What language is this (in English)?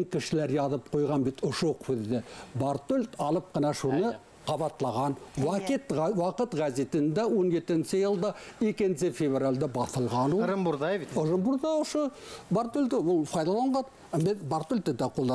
Bashkir